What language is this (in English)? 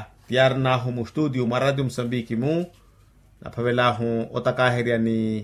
Makhuwa